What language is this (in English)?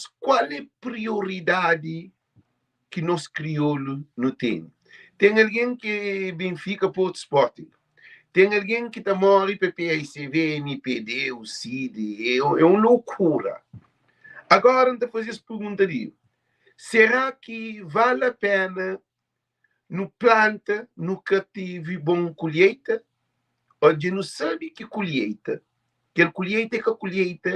Kabuverdianu